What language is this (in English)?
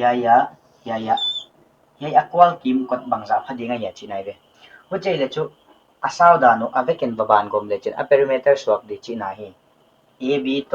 Paite Chin